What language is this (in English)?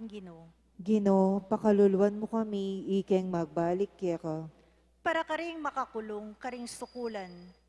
Pampanga